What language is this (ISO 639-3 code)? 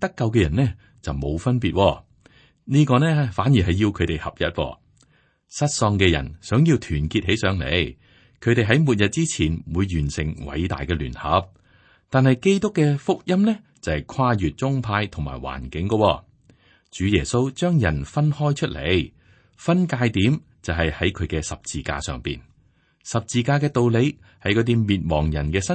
yue